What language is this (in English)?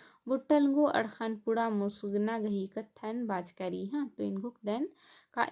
Kurukh